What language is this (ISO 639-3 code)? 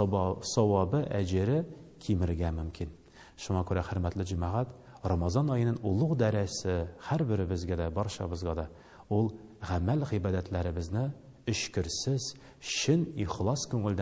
tat